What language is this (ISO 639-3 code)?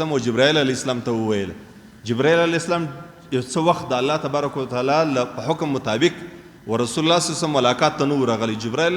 pus